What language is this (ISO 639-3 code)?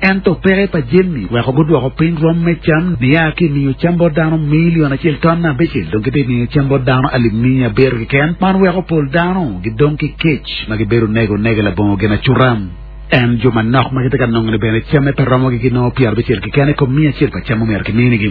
ach